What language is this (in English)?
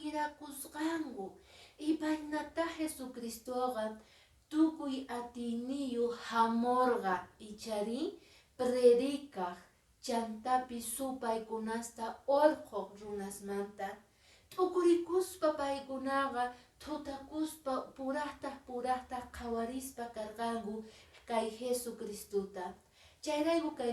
Quechua